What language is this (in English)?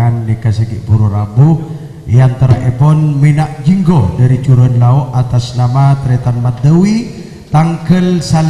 Madurese